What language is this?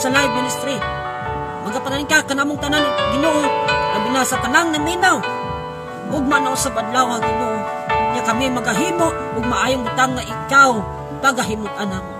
Cebuano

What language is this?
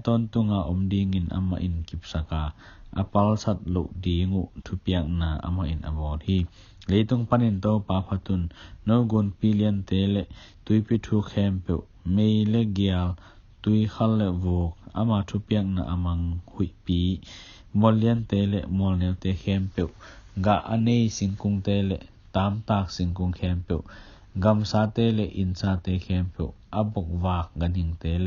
Tedim Chin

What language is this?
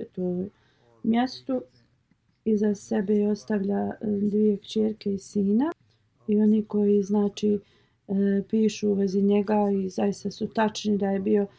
Bosnian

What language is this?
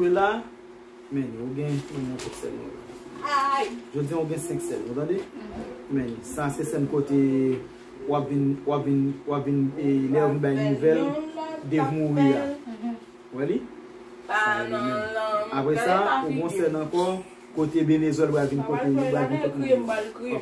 Haitian Creole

